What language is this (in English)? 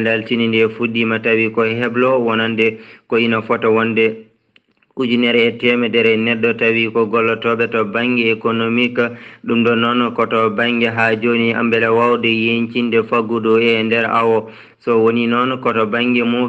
Fula